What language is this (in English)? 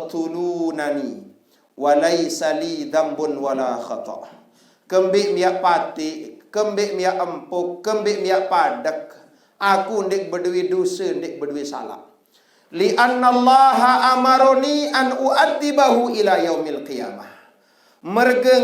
Sasak